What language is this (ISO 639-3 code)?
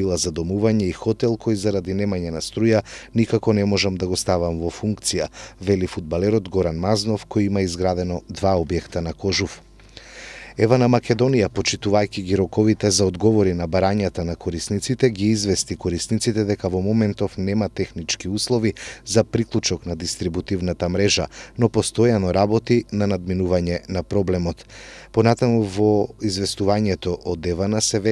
mkd